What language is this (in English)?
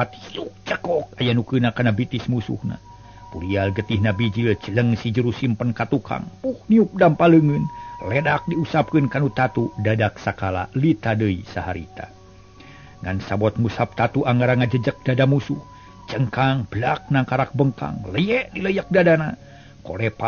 Sundanese